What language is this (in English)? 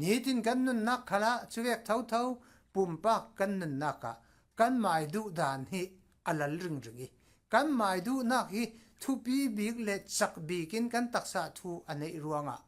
Falam Chin